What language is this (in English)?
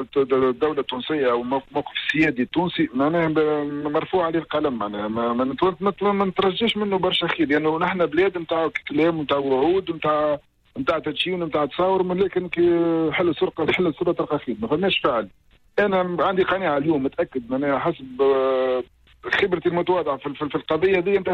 Tunisian Arabic